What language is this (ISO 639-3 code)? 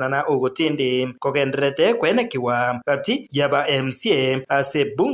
guz